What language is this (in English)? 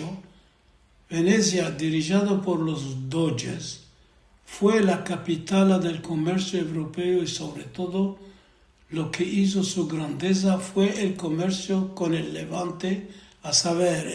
Ladino